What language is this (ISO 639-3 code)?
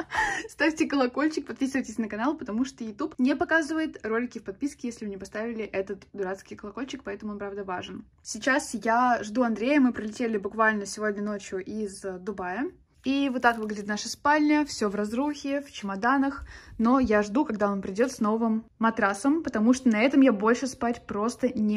rus